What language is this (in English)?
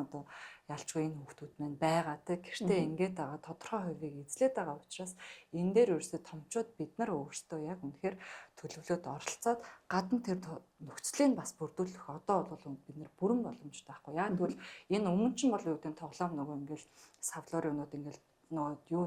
Mongolian